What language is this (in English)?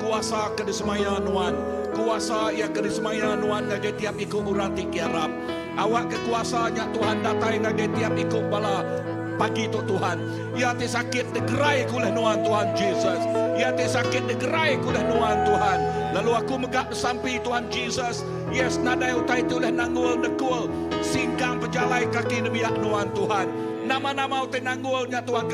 Iban